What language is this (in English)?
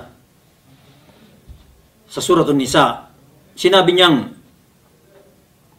Filipino